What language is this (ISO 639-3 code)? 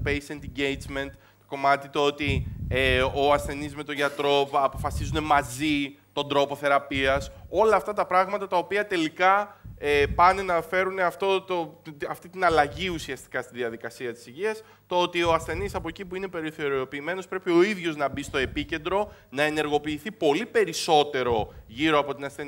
ell